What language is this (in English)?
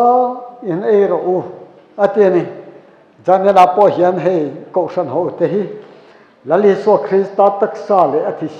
Mizo